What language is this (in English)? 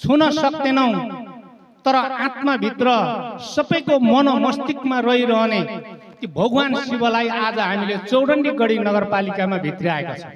Nepali